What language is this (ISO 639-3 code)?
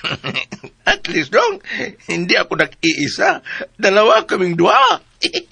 ceb